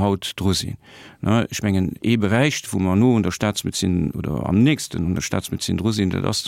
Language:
Luxembourgish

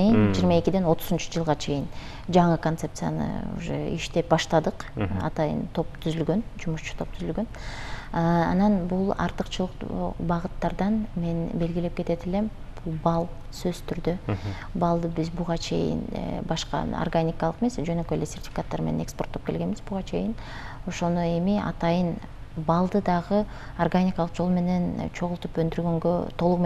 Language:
Kyrgyz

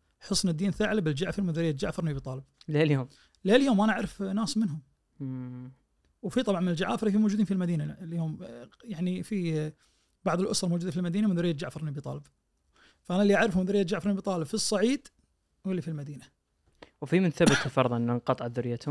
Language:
Najdi Arabic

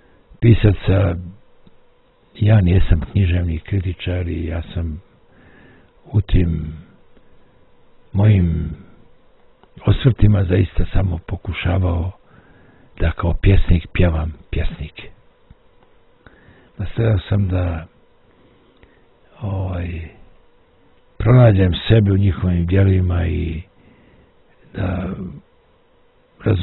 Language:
Bosnian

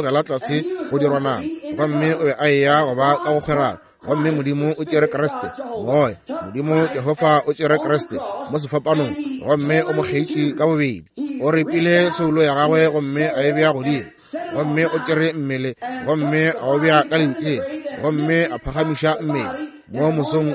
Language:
Northern Sotho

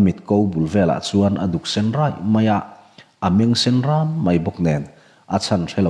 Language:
Mizo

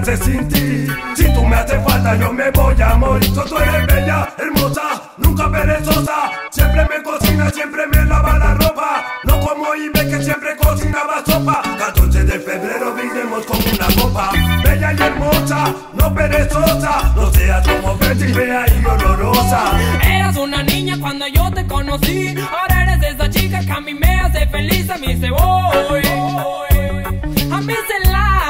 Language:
Spanish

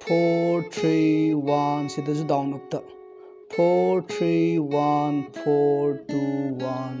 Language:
Manipuri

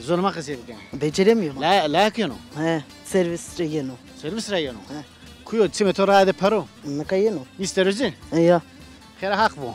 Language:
Zaza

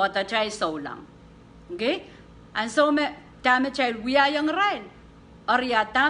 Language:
Pohnpeian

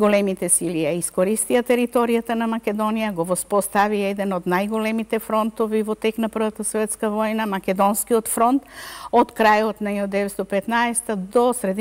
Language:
Macedonian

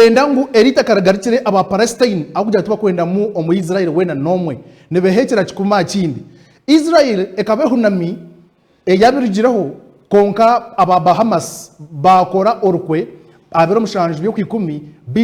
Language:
Nyankole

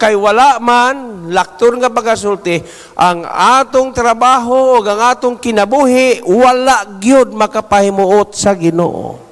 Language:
Cebuano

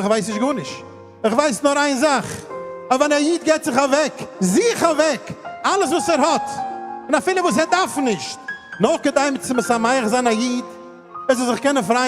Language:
Yiddish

